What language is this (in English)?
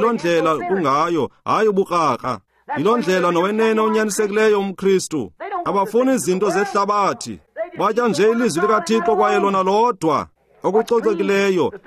Xhosa